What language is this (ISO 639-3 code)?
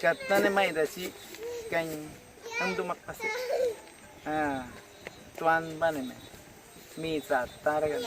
kwi